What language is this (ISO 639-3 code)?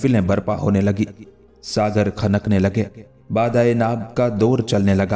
urd